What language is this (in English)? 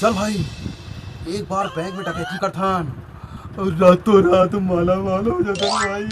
Chhattisgarhi